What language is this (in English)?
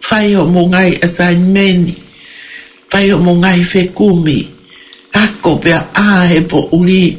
Tongan